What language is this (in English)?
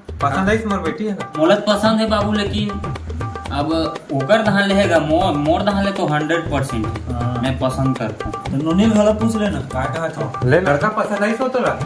Chhattisgarhi